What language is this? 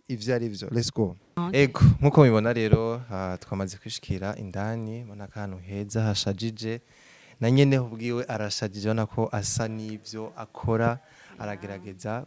Rundi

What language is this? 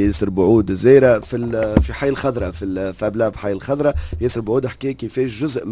Tunisian Arabic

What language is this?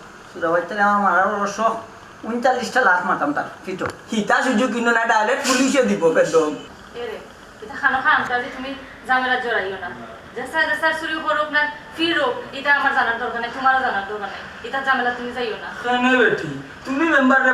Sylheti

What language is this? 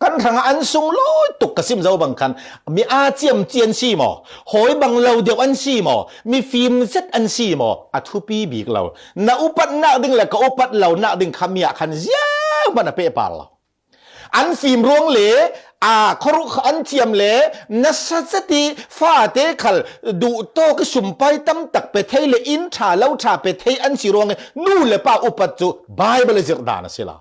Falam Chin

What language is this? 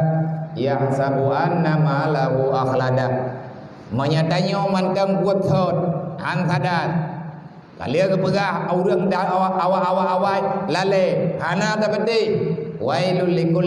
Achinese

